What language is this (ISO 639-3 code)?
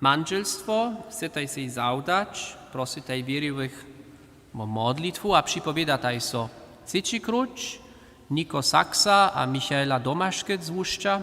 hsb